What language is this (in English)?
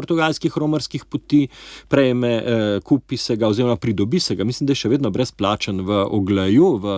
Slovenian